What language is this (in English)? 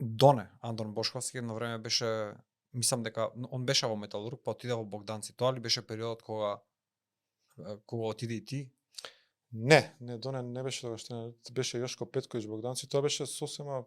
Macedonian